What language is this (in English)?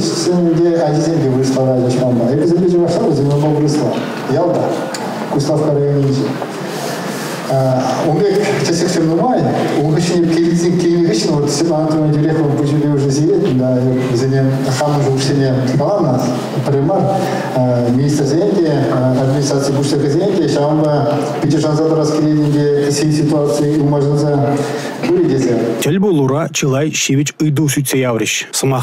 Chuvash